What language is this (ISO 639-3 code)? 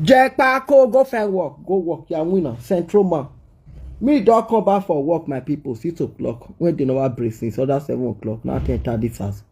pcm